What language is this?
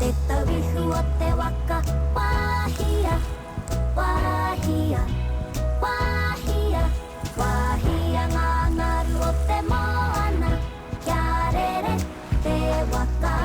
Māori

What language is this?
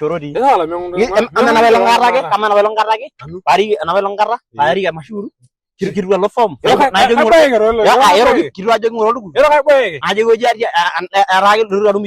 Masai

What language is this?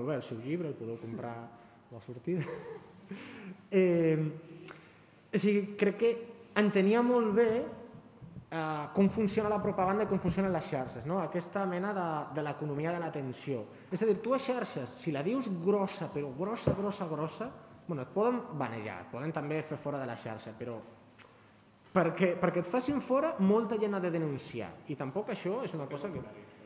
Catalan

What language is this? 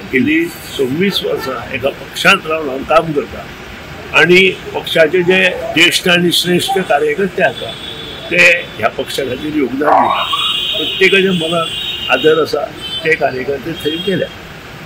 Konkani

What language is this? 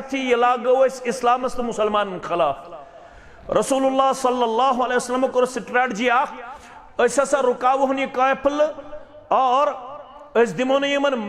Kashmiri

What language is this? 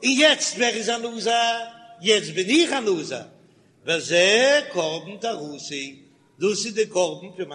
Yiddish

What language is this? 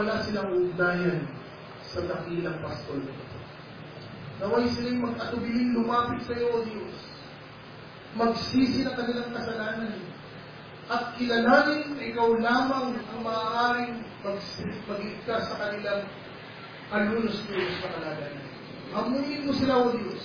Filipino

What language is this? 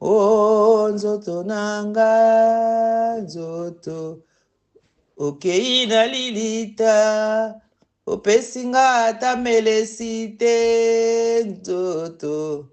Lingala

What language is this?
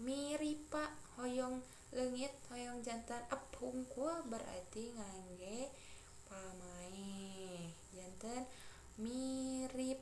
Sundanese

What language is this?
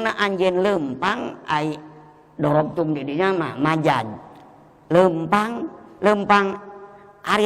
Sundanese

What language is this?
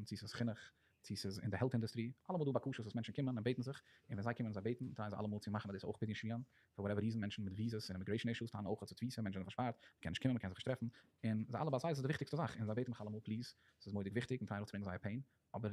Yiddish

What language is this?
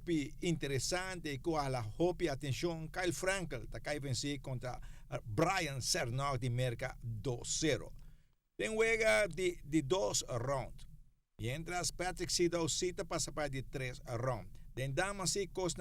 Papiamento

